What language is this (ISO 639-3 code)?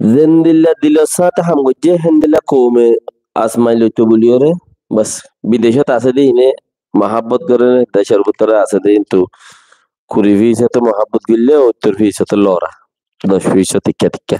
rhg